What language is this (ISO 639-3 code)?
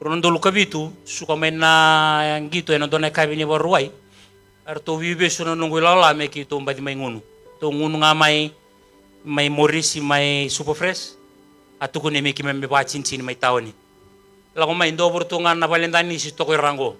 fij